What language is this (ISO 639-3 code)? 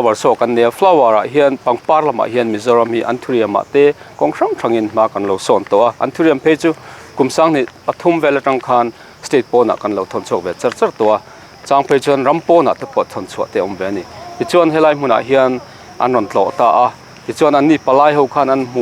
lus